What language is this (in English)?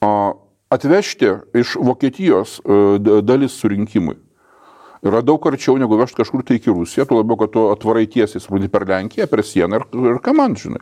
Lithuanian